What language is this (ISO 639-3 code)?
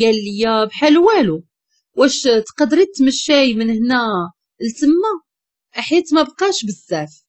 ary